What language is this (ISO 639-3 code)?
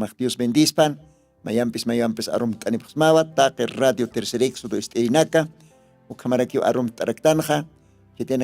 aym